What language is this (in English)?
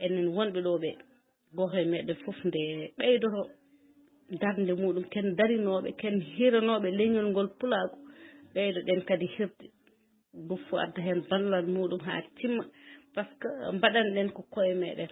Fula